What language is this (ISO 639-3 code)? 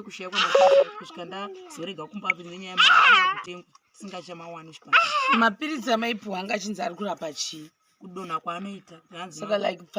sna